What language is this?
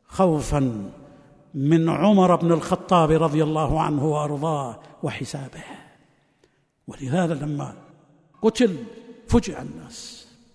Arabic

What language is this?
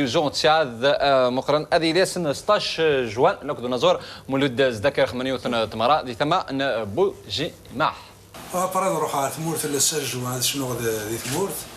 Kabyle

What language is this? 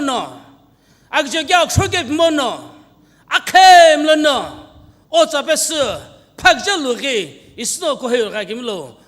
Sumi Naga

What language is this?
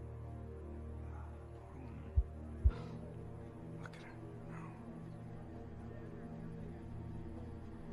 English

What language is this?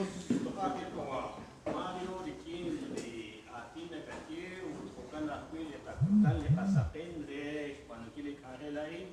Kekchí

